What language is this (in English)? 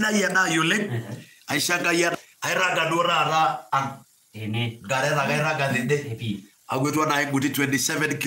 Masai